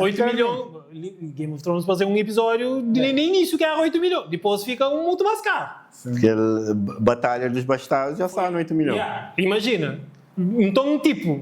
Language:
Kabuverdianu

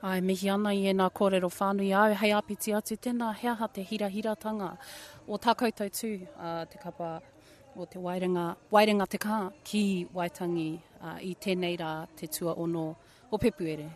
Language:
Māori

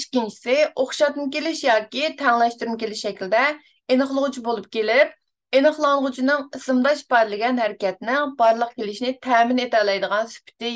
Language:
Uyghur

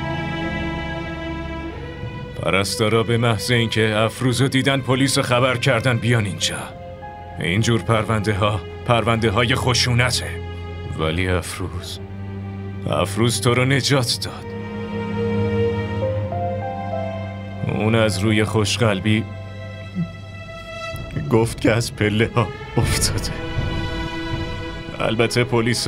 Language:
Persian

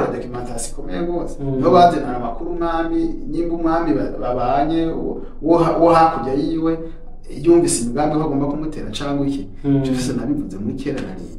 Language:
Rundi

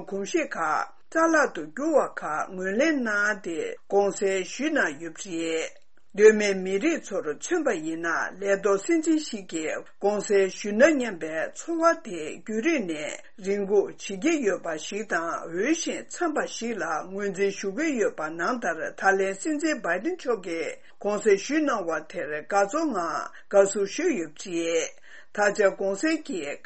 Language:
Tibetan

